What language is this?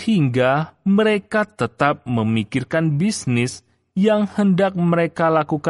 Indonesian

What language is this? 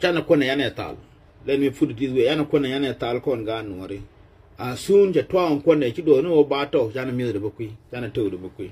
Nuer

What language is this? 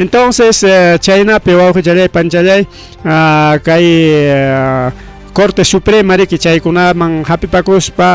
Ayacucho Quechua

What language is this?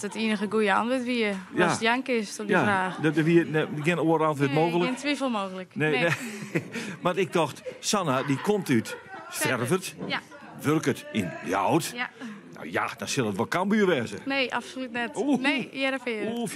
Western Frisian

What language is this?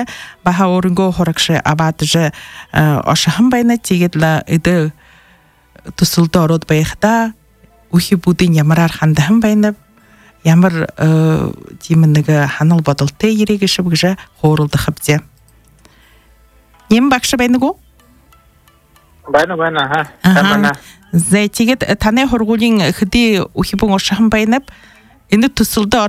Buriat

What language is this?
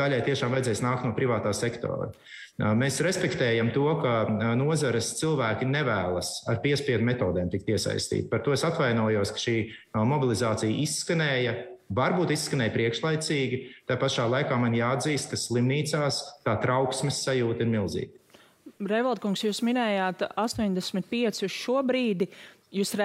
Latvian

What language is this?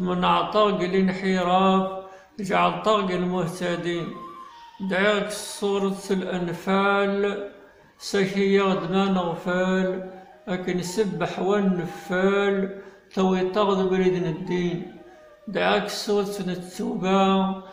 Kabyle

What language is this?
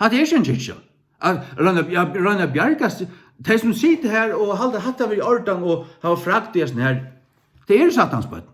Faroese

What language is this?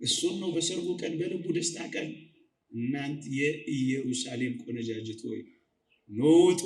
Amharic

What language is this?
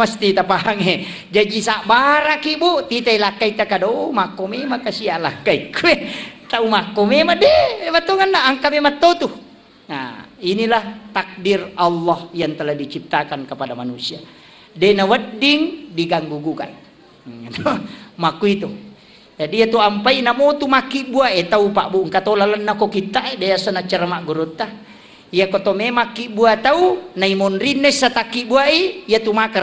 Buginese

